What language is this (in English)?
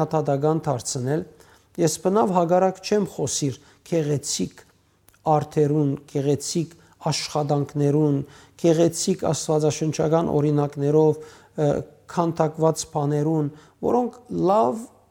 Western Armenian